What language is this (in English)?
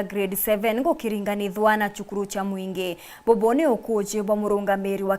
Meru